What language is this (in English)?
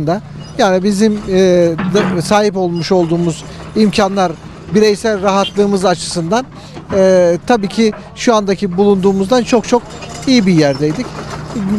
Turkish